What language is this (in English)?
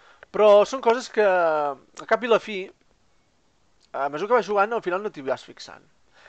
Catalan